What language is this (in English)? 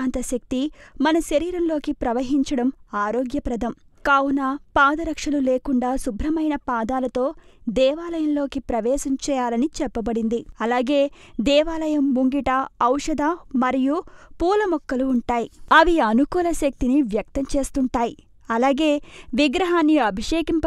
Telugu